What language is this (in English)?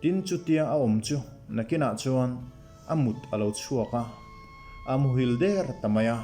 Mizo